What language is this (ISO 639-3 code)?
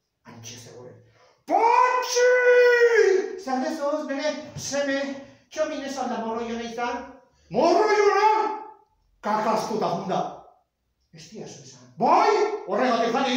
eus